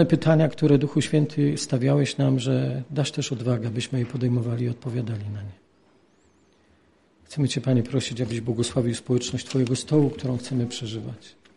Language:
Polish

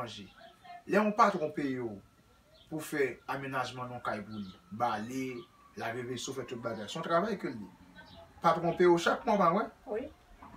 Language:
Haitian Creole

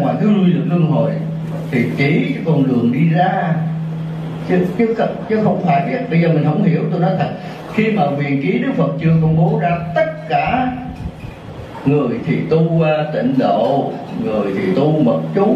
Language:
Vietnamese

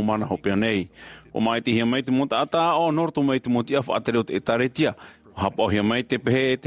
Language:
Tahitian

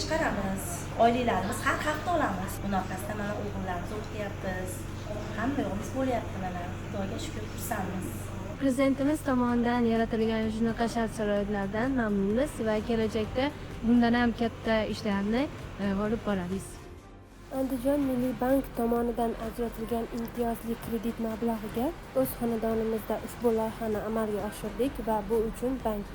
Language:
Uzbek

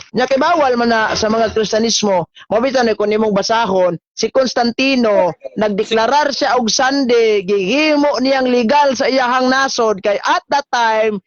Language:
Cebuano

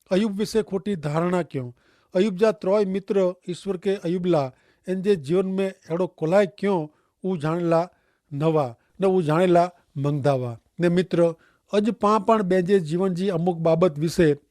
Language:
Kachhi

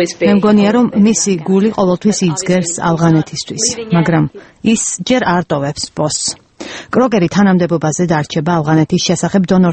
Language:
Georgian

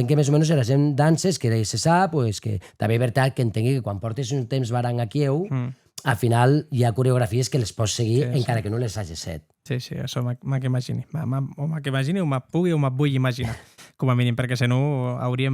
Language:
Occitan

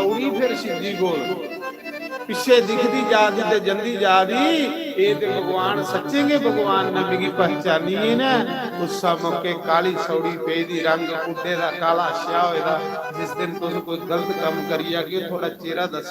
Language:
Dogri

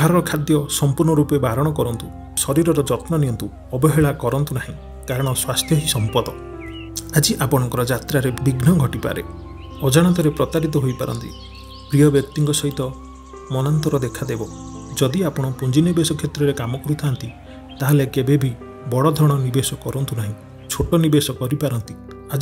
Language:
Odia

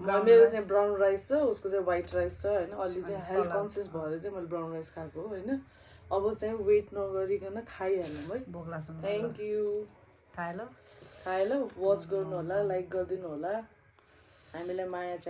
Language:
Nepali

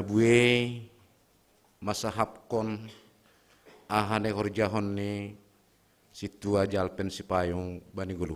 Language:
Batak Simalungun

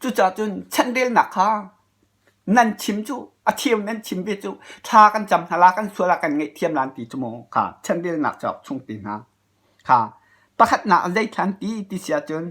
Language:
Hakha Chin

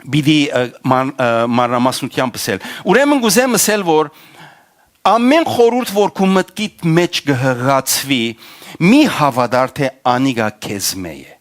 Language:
Western Armenian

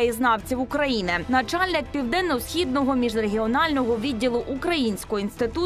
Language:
Ukrainian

